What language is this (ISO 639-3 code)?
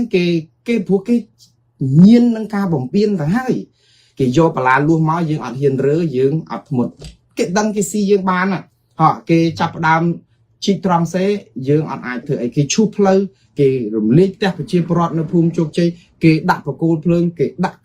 khm